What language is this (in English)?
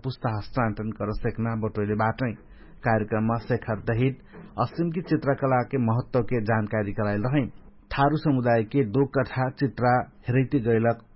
Dangaura Tharu